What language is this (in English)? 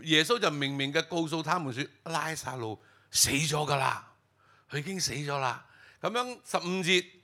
Cantonese